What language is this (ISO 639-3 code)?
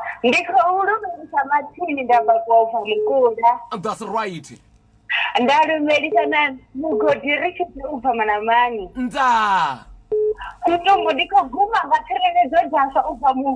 ven